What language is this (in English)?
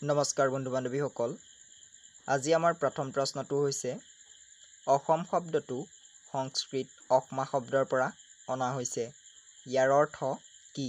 Assamese